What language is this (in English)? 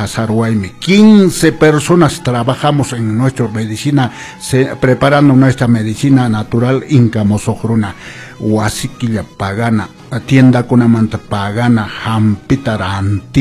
Quechua